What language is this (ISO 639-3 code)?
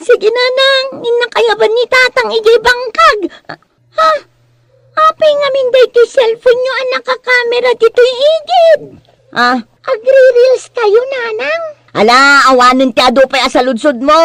ilo